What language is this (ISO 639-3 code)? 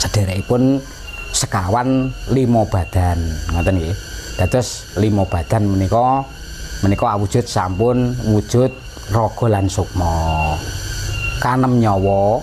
jav